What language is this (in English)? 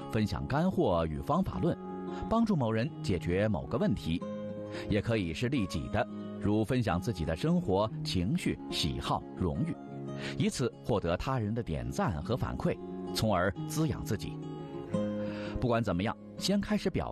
Chinese